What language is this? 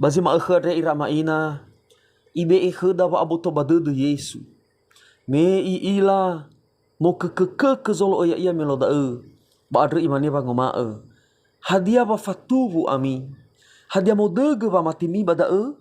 Nias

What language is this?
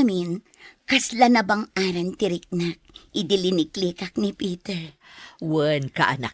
Iloko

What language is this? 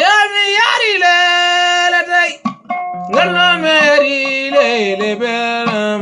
Fula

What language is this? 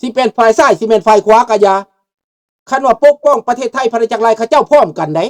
Lao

